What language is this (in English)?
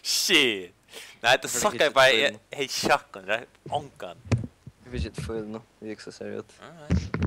Faroese